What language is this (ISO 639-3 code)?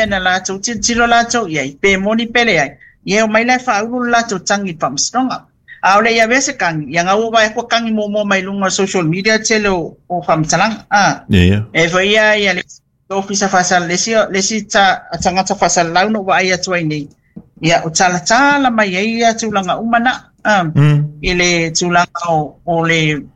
smo